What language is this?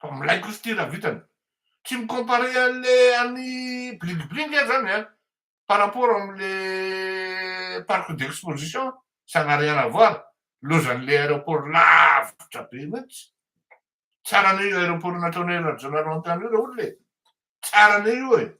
Malagasy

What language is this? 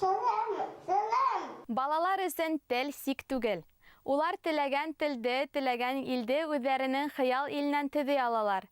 Bashkir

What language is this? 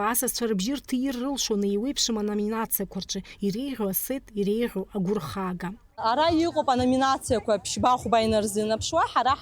Abkhazian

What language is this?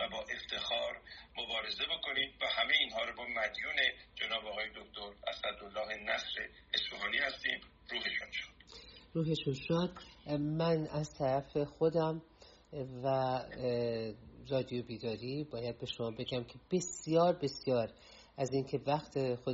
Persian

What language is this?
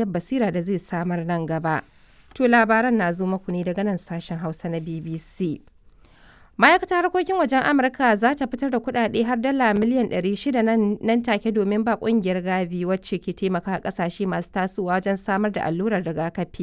Hausa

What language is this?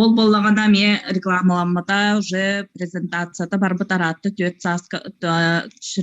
Yakut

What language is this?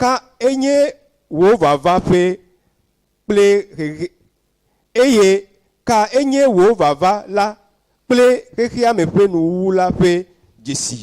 Ewe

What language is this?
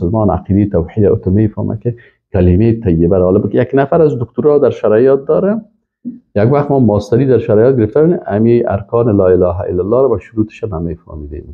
Persian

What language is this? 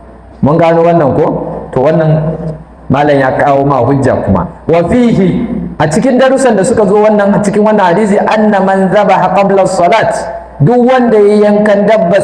Hausa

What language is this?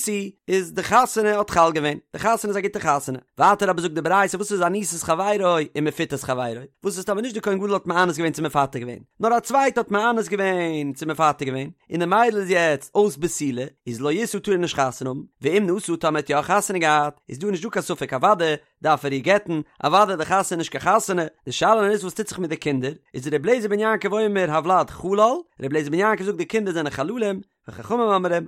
Yiddish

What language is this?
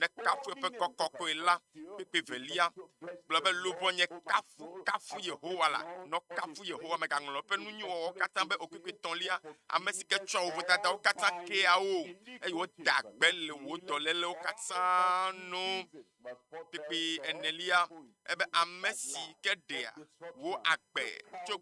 Ewe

